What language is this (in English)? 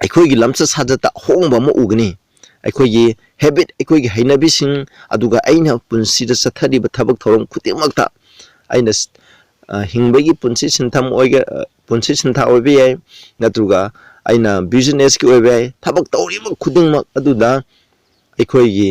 Manipuri